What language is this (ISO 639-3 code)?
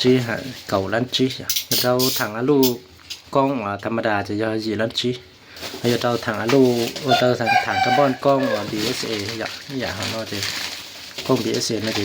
hmn